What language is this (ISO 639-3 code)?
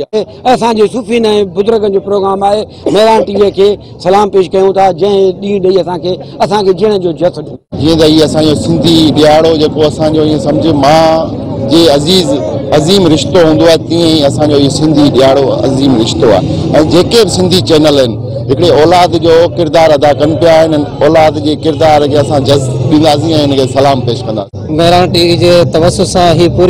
snd